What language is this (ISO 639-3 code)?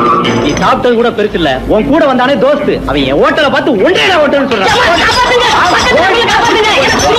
tam